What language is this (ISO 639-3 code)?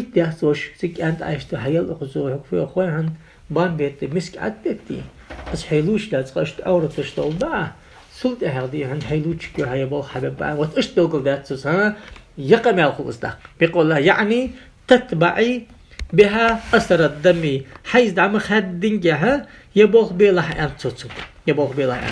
inh